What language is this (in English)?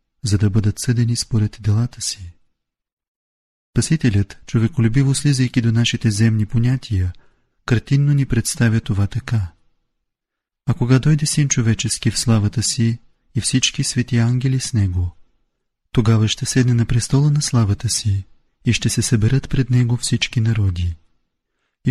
Bulgarian